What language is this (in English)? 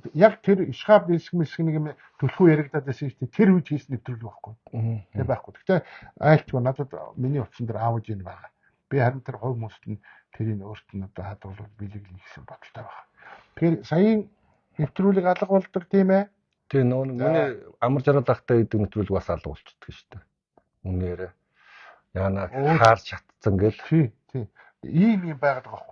Mongolian